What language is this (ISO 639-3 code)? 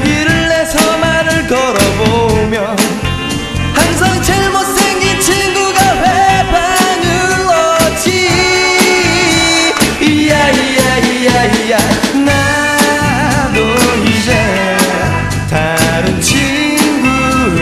kor